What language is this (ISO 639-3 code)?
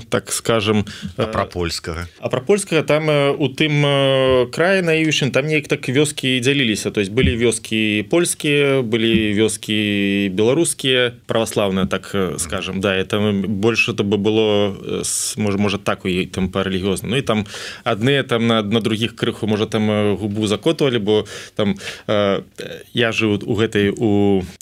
bel